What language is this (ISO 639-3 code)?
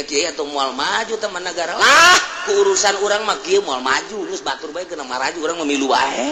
sun